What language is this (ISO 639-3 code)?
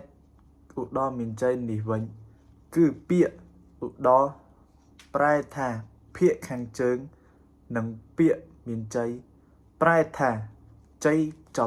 khm